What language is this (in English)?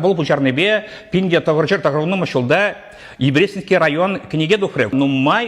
Chuvash